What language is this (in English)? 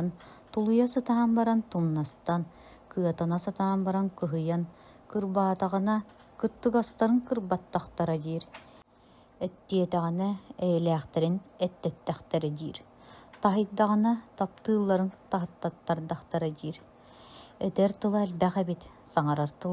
Yakut